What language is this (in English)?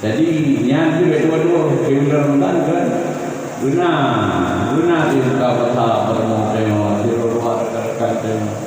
Achinese